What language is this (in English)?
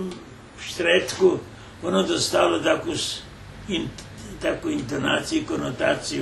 Rusyn